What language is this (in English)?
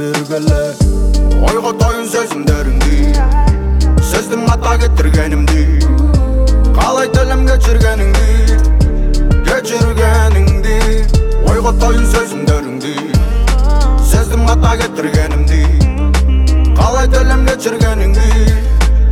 Kazakh